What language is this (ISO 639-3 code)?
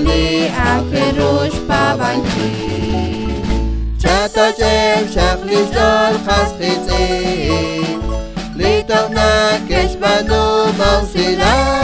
kek